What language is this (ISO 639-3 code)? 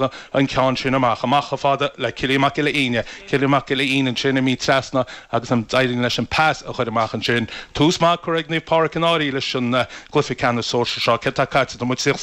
gle